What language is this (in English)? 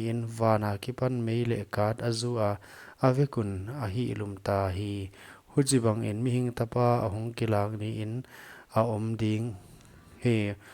Paite Chin